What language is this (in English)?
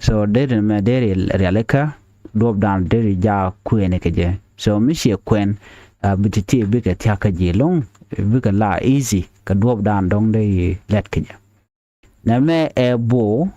Nuer